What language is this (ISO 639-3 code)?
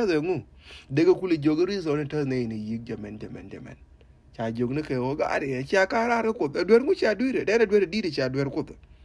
nus